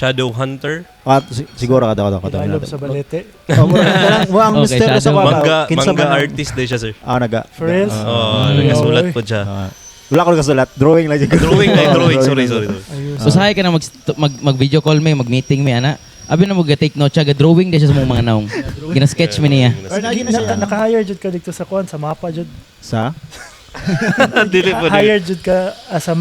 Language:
Cebuano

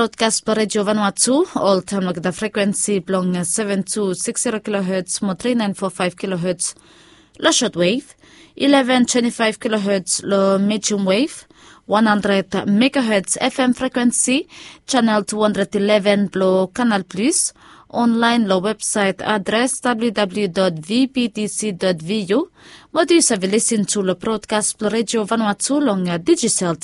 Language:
Bislama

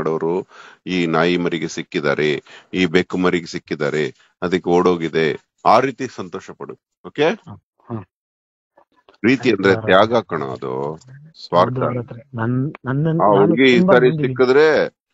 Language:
Kannada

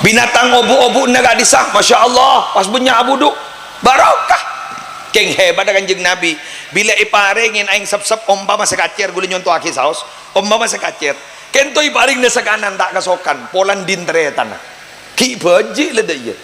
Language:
Madurese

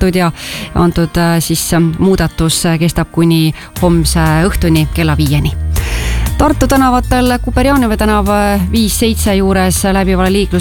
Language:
Estonian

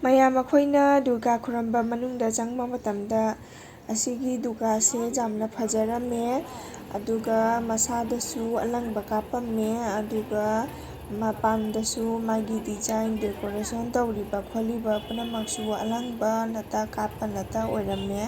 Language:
Manipuri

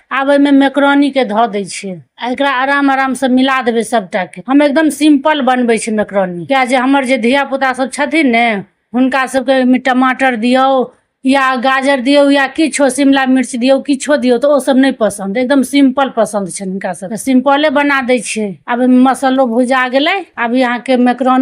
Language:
Maithili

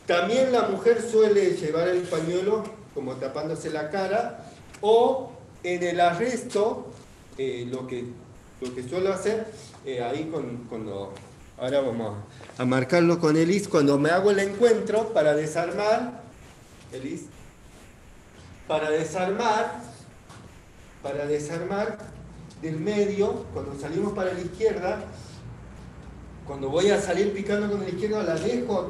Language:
Spanish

